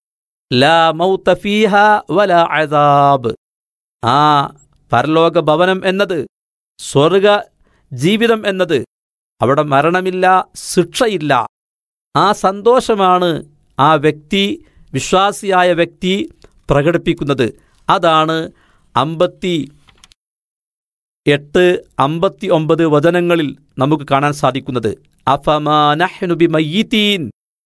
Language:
Malayalam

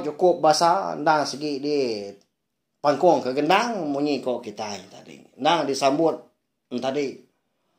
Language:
Iban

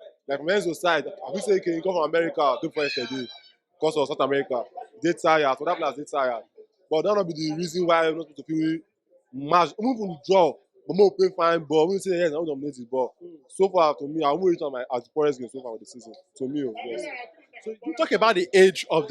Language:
Nigerian Pidgin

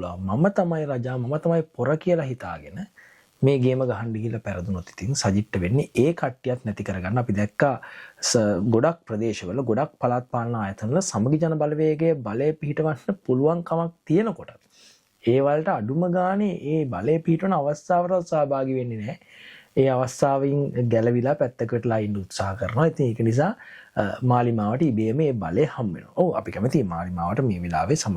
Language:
Sinhala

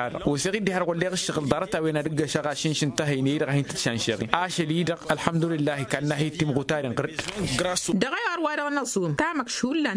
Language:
Tamasheq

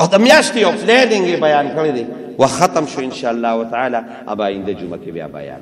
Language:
Pashto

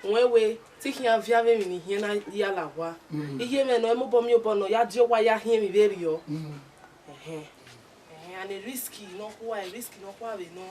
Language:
Bini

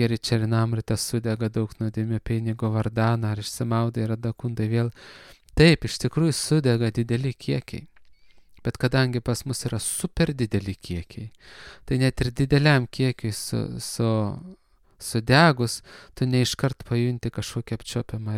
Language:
Lithuanian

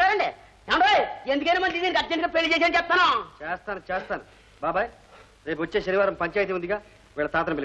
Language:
Telugu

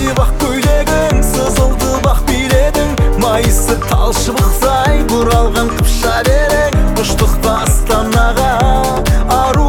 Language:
Kazakh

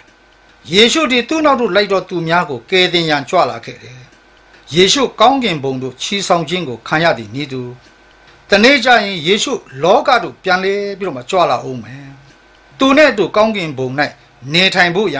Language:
Burmese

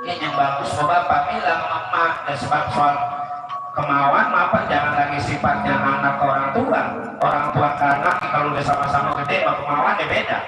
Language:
Betawi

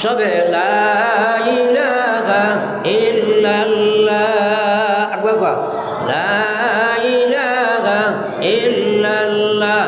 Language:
Sylheti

